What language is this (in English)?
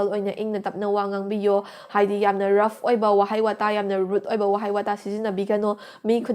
Manipuri